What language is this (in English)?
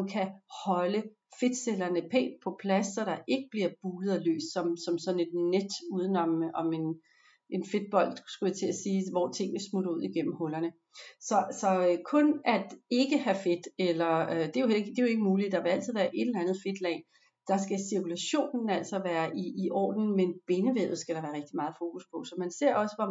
Danish